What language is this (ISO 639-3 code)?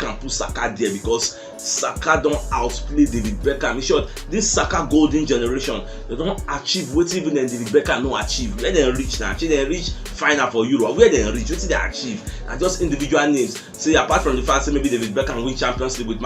pcm